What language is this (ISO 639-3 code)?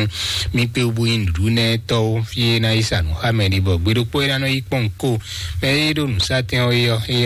fon